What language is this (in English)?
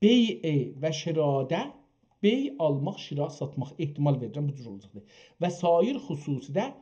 South Azerbaijani